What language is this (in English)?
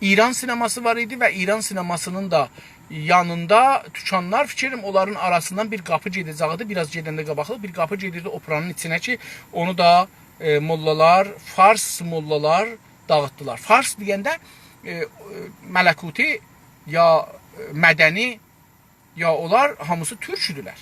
South Azerbaijani